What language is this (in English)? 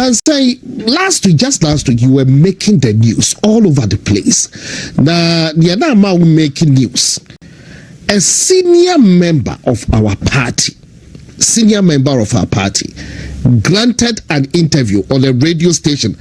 Akan